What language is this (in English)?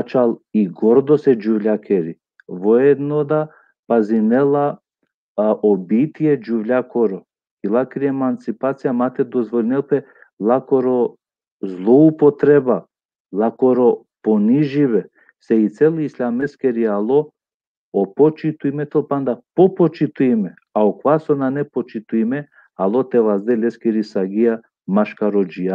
Balkan Romani